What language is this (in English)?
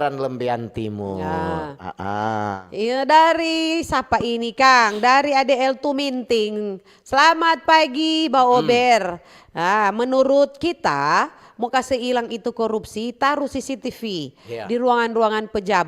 Manado Malay